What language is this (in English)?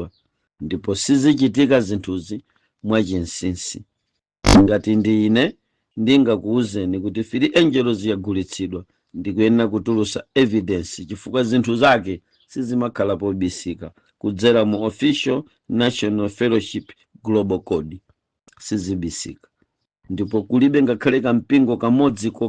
Nyanja